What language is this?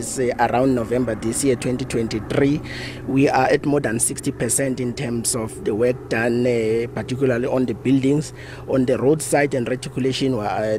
Tsonga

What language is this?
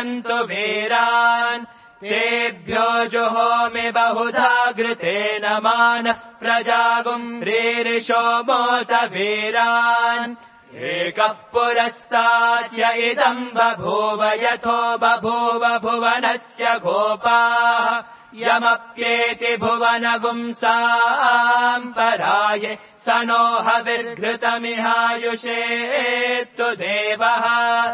Sanskrit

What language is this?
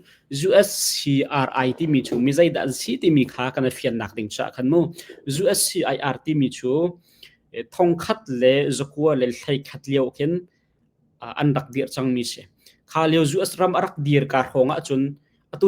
Hakha Chin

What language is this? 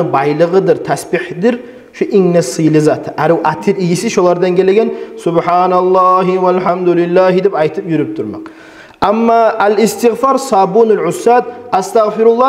Kumyk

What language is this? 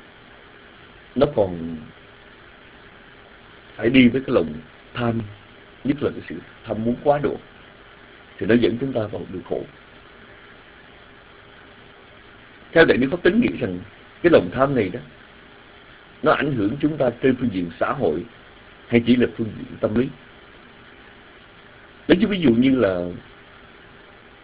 Vietnamese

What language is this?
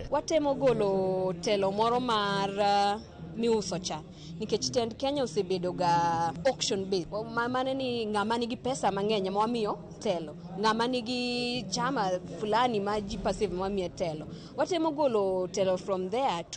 Luo (Kenya and Tanzania)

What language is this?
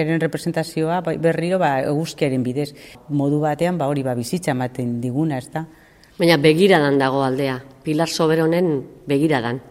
Basque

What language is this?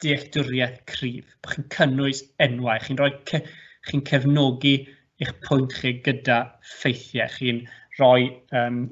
Welsh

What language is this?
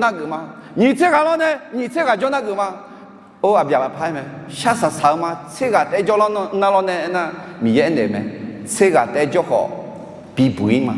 Akha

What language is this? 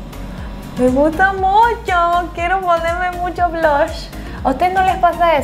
Spanish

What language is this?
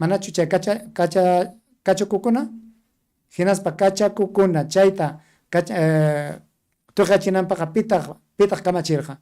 Ayacucho Quechua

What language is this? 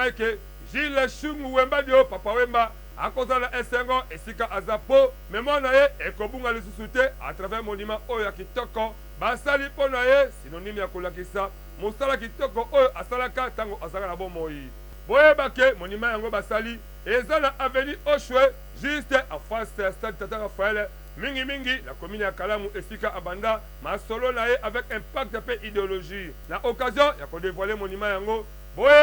Lingala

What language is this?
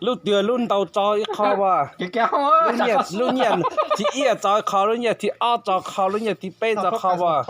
Hmong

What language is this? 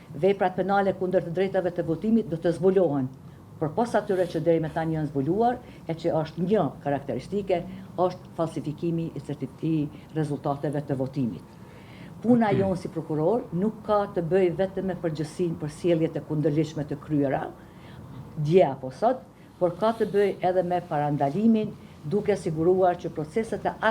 Albanian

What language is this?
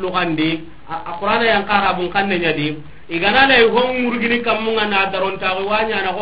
Soninke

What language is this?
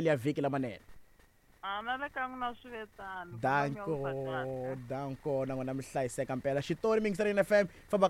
Tsonga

